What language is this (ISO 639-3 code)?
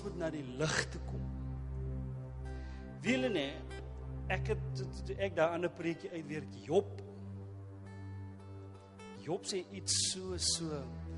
afr